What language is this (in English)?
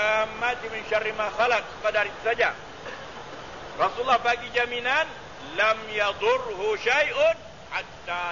Malay